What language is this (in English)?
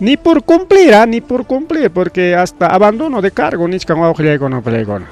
Ayacucho Quechua